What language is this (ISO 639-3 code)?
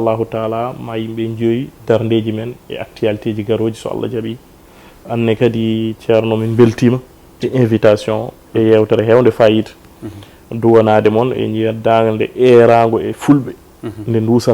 ful